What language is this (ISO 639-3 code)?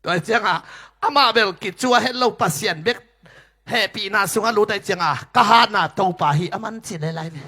ctd